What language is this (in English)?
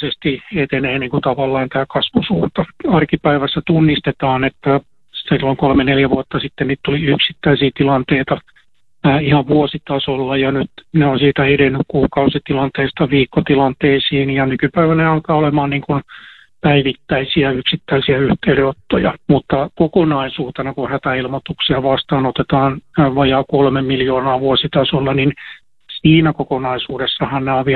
Finnish